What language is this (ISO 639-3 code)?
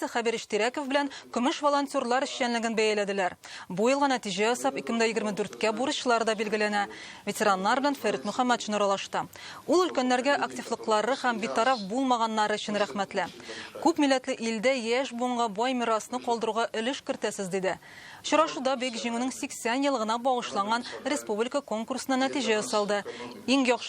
tat